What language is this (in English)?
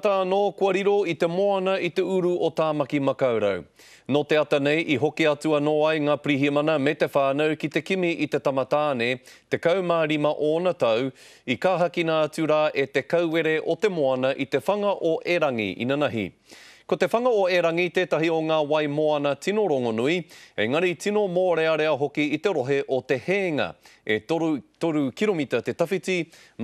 Māori